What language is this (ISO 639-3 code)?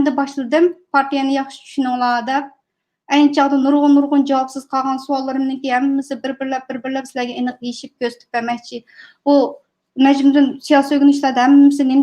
uig